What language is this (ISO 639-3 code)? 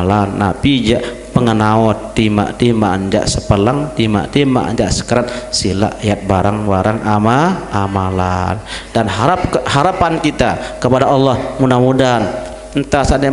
sas